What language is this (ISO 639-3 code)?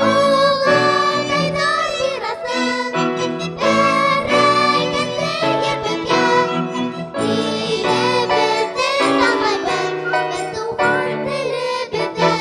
bak